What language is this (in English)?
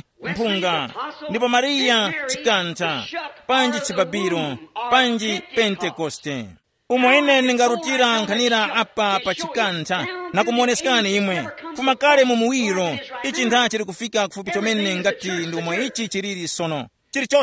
Tumbuka